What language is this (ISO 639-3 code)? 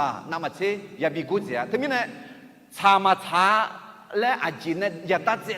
ahk